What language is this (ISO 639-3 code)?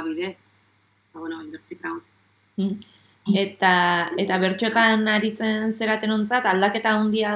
eus